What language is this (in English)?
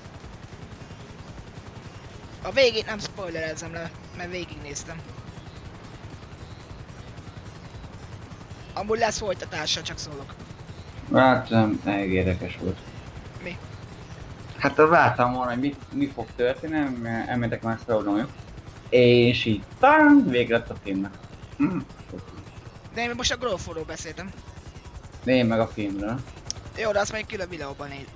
Hungarian